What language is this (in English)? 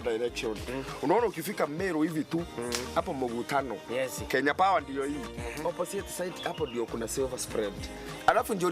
Meru